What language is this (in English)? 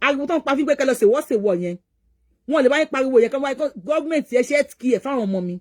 Yoruba